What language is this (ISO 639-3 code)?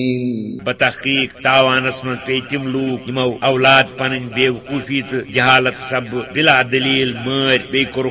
kas